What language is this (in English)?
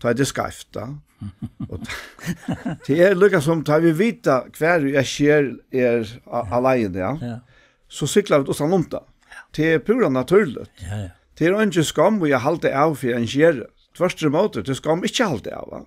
Faroese